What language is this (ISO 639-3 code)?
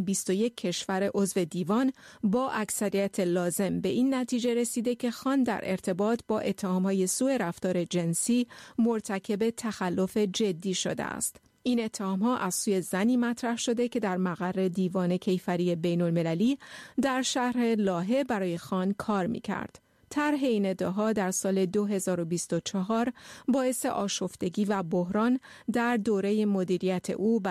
fas